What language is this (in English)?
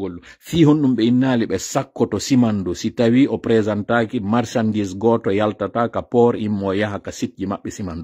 Pular